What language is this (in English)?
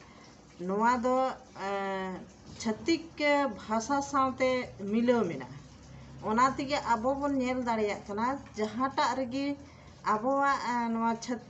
Santali